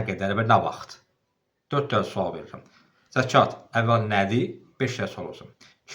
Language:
Azerbaijani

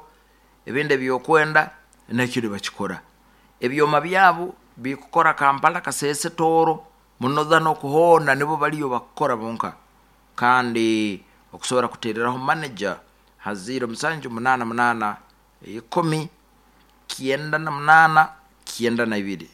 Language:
Nyoro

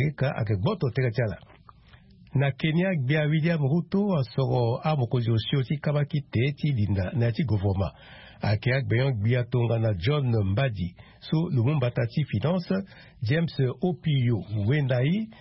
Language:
Sango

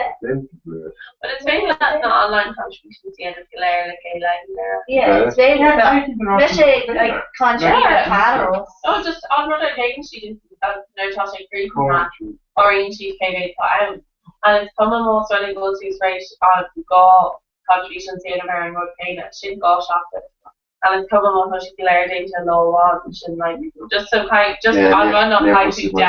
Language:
Irish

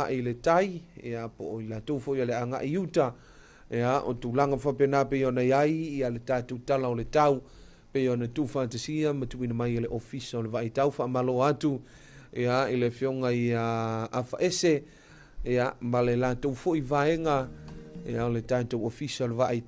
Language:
Samoan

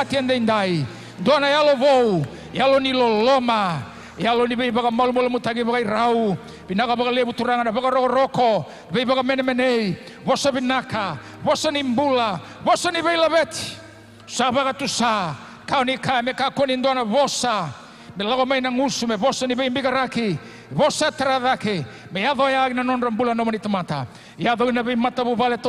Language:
Fijian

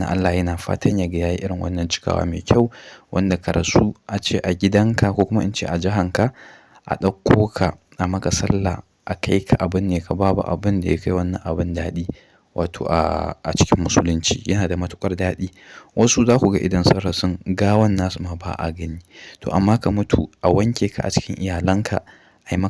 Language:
Hausa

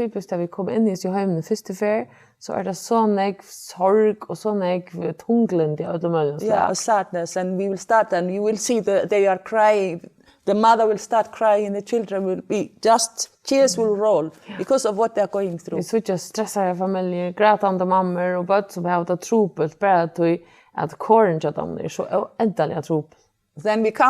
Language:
Faroese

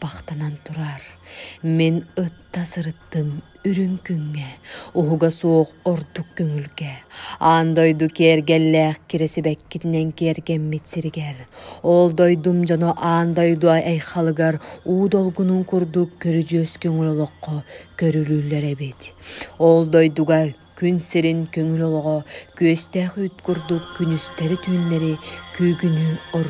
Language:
Yakut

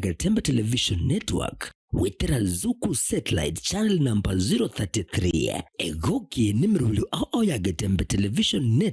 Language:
Gusii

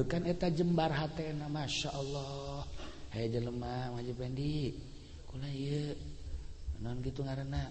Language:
Sundanese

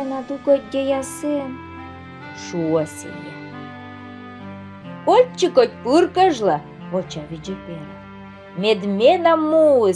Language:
Komi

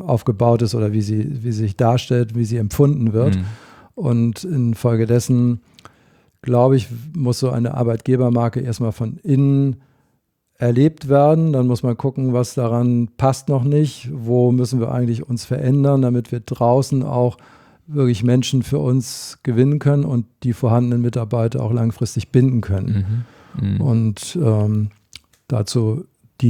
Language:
German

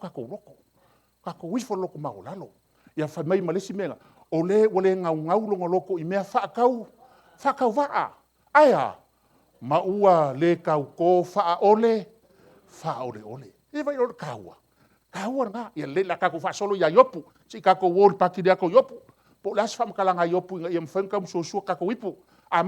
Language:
Samoan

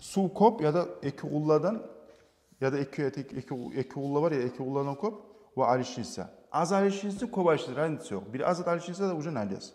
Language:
Kumyk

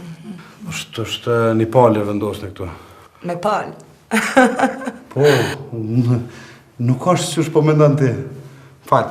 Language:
Albanian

